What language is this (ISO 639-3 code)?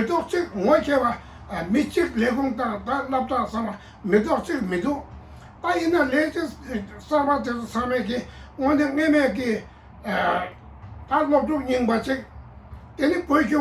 bod